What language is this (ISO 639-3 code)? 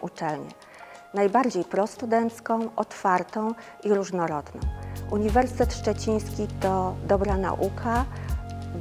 pol